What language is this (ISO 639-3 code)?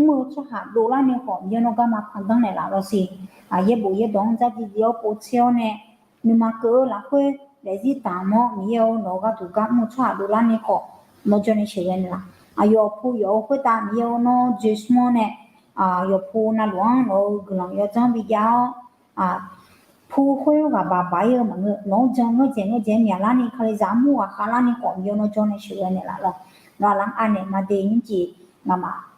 ahk